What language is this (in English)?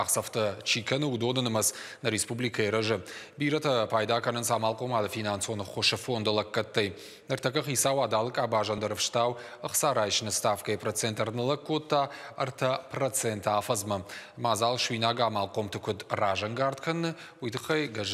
Ossetic